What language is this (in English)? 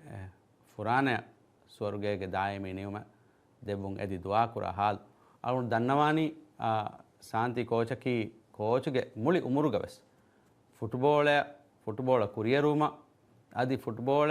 Divehi